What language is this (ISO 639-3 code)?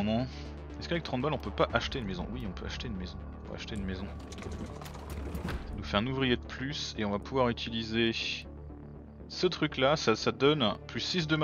fra